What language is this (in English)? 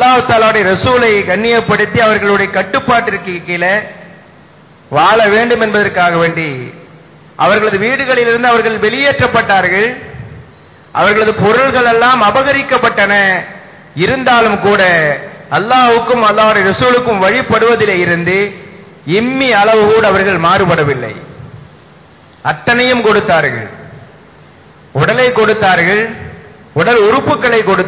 Tamil